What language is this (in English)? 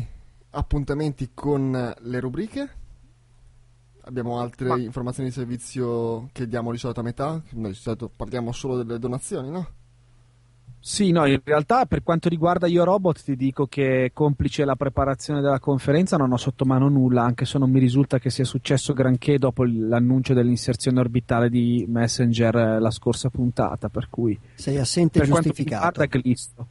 Italian